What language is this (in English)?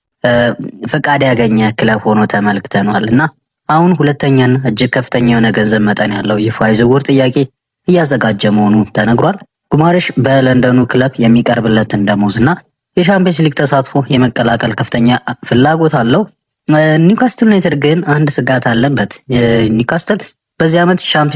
Amharic